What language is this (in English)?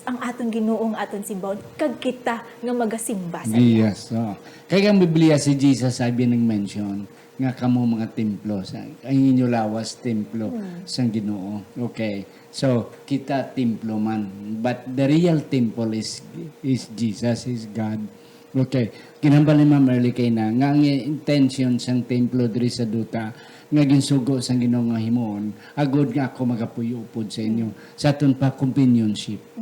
Hiligaynon